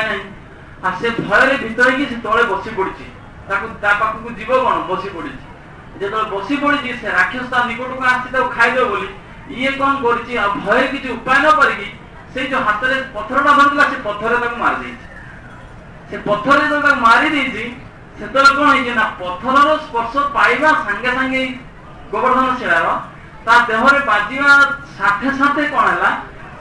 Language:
Odia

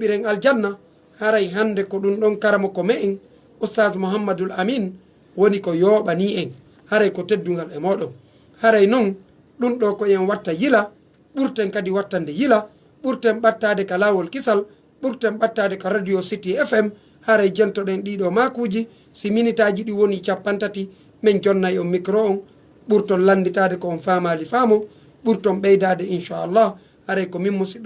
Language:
Pular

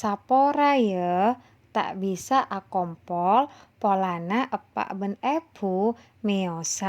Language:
Madurese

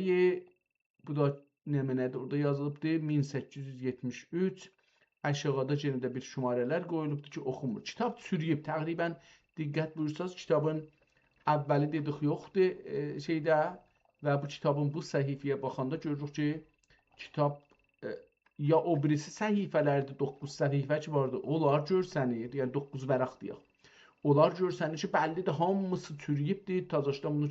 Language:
South Azerbaijani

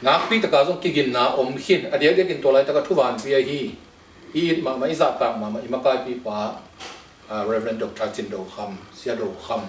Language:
Tedim Chin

